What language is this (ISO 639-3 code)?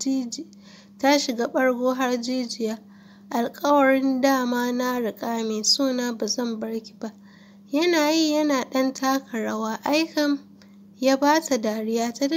hau